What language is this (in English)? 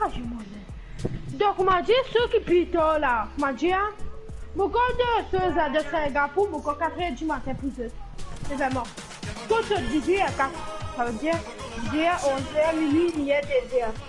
Morisyen